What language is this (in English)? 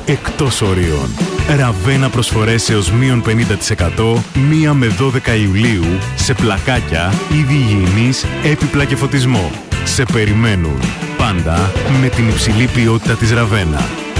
Greek